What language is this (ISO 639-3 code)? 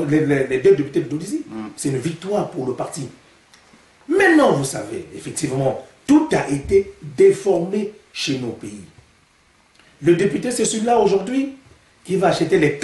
fra